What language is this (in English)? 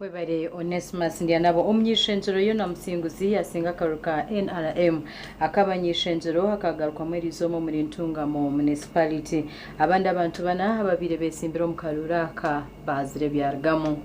Nyankole